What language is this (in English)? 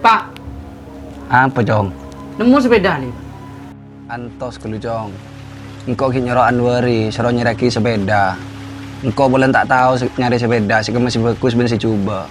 Madurese